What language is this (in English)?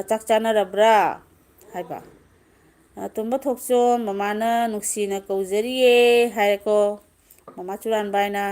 Manipuri